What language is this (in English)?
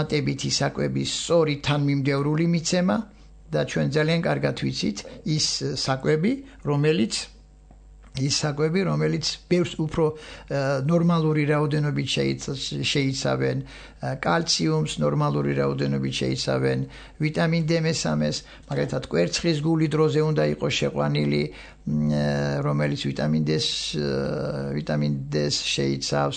Georgian